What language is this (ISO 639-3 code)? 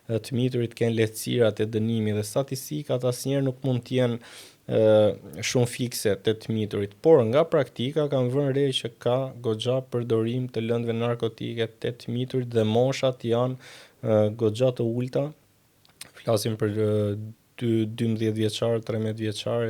sqi